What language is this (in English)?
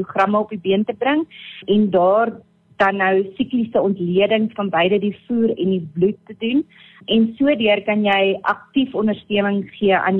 Afrikaans